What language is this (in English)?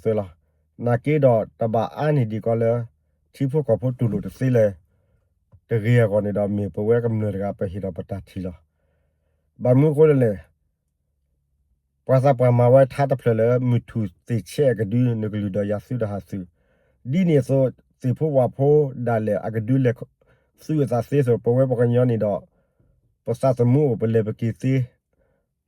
S'gaw Karen